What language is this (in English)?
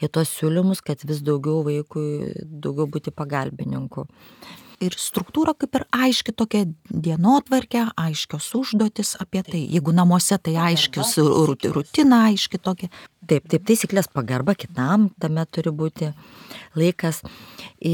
Lithuanian